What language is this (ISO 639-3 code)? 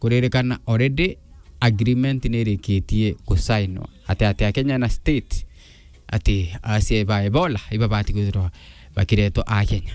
mer